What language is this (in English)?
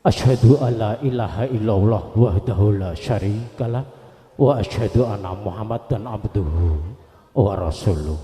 Javanese